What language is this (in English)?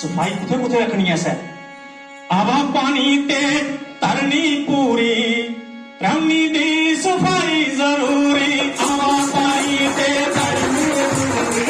Dogri